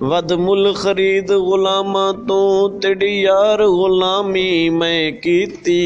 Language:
Saraiki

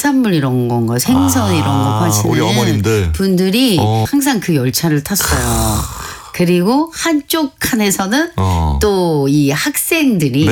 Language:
Korean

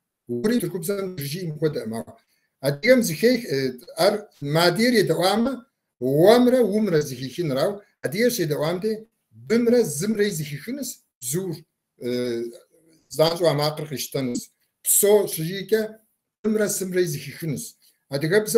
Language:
Kabardian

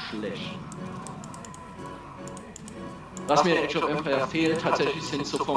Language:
German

